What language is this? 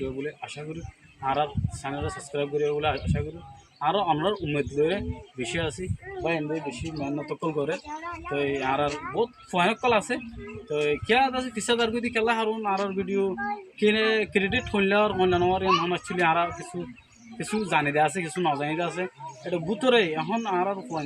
Rohingya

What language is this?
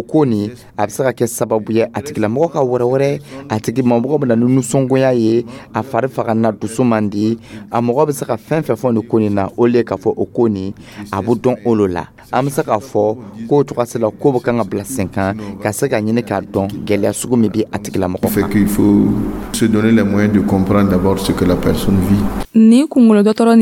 Dyula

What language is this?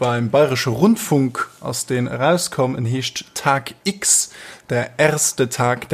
Luxembourgish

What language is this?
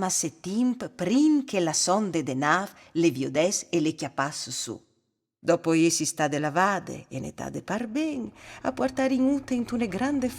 Friulian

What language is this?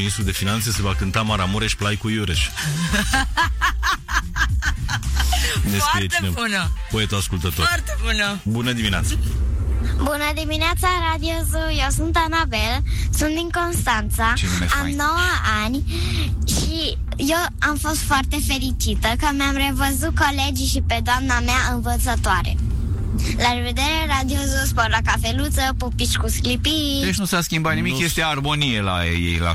Romanian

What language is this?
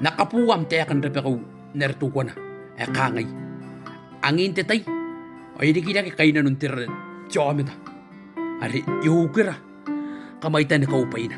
Gilbertese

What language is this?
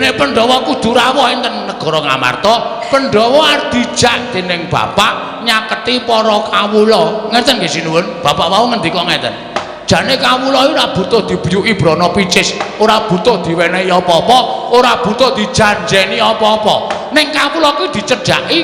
Javanese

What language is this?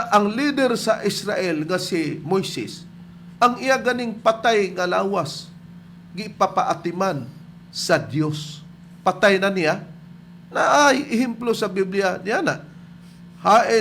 Cebuano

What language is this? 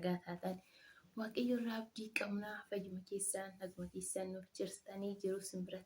Oromo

